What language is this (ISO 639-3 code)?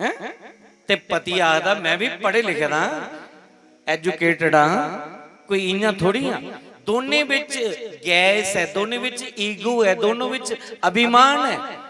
doi